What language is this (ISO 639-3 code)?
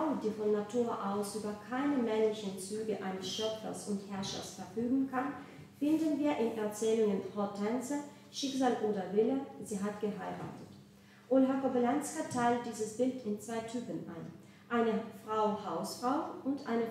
deu